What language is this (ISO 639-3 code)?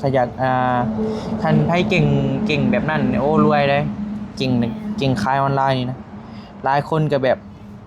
tts